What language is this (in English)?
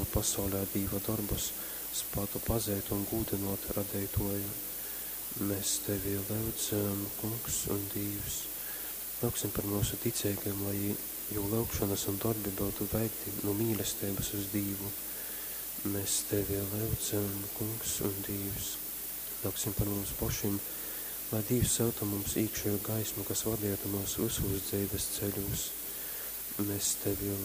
Latgalian